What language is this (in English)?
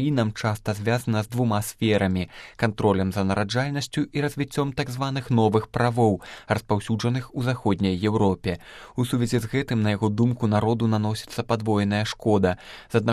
Belarusian